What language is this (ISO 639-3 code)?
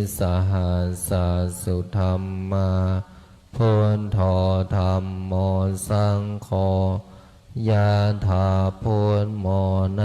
pli